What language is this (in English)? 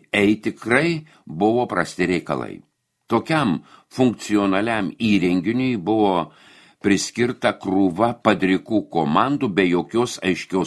Lithuanian